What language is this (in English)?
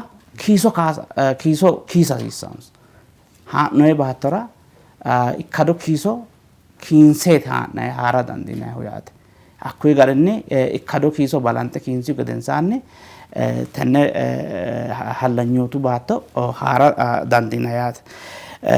Sidamo